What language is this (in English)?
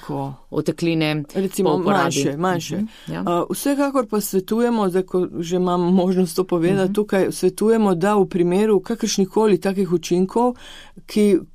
Slovenian